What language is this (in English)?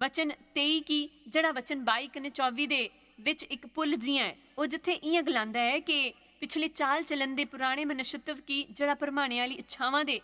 Dogri